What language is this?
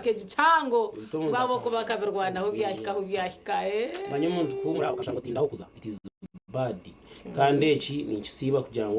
Nyankole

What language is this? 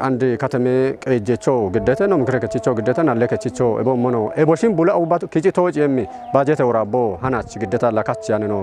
Kafa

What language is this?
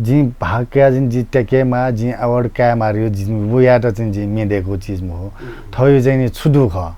Newari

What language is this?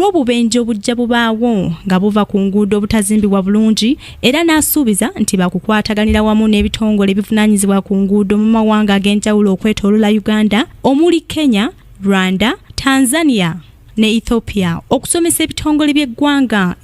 Ganda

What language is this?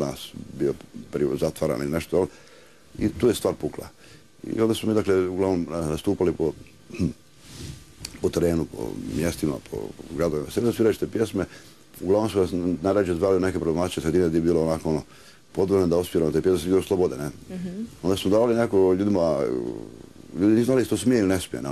Croatian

